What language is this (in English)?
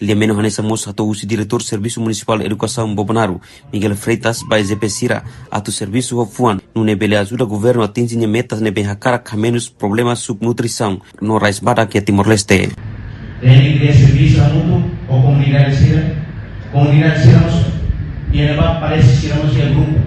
Tetum